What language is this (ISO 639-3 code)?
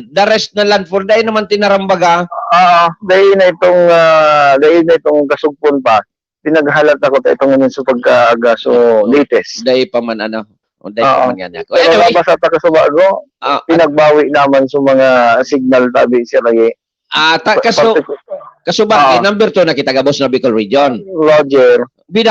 bik